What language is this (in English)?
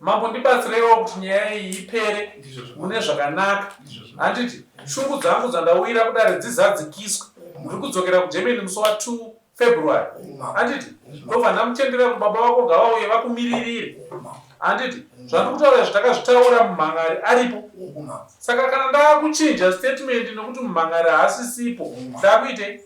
Shona